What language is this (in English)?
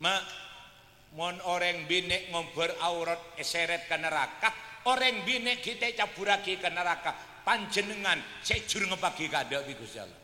Madurese